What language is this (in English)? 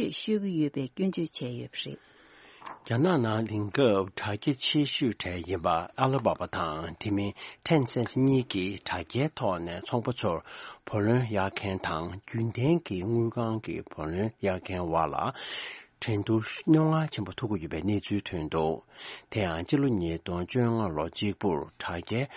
Tibetan